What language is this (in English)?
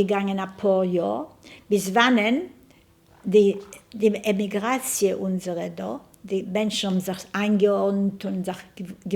Yiddish